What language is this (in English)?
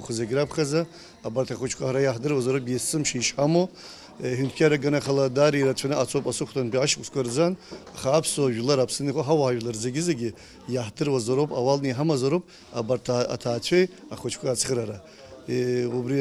Abkhazian